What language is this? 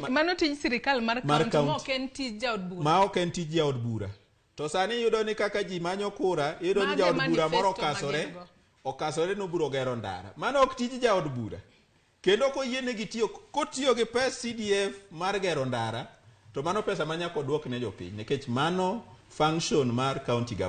Luo (Kenya and Tanzania)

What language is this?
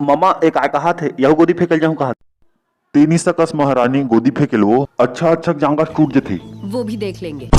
Chhattisgarhi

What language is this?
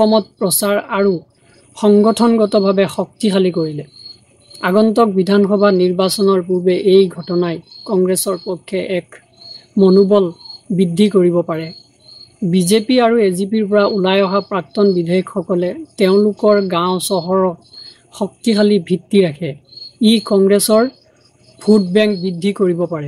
Assamese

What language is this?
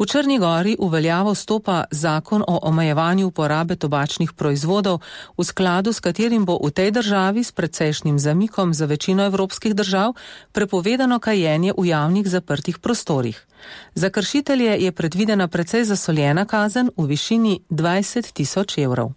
Slovenian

